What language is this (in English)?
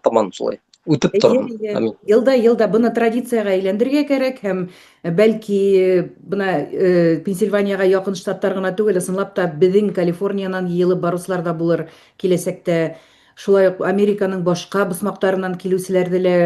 Bashkir